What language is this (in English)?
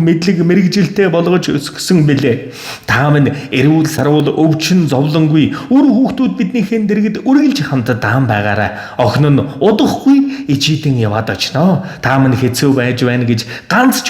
Mongolian